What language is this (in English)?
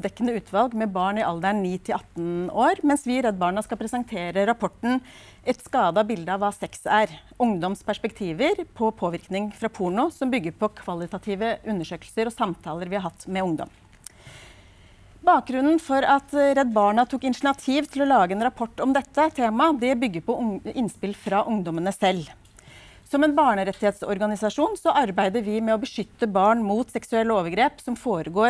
Norwegian